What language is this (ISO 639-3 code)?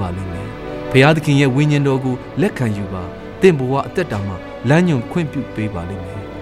mya